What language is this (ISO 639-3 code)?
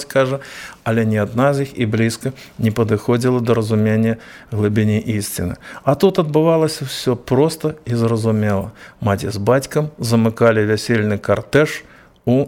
bel